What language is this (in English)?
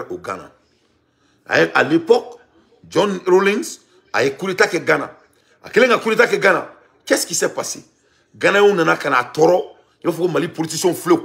Bambara